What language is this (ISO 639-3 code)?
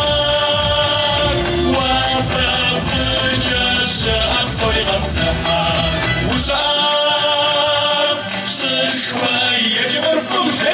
kbd